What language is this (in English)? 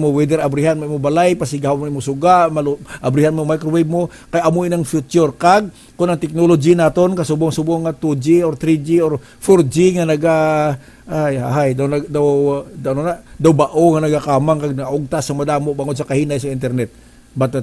Hiligaynon